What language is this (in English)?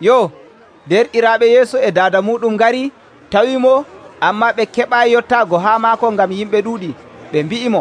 Nigerian Fulfulde